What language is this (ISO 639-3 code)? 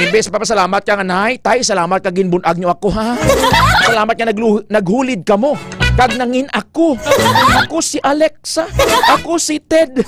hil